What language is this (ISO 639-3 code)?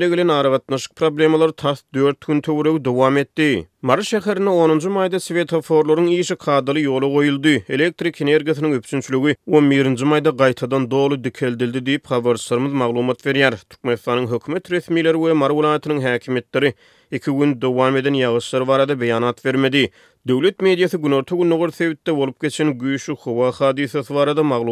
tuk